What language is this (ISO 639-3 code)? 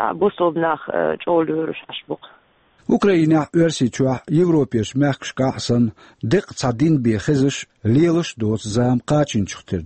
che